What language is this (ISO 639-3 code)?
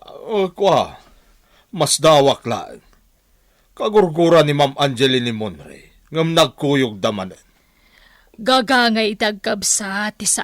ilo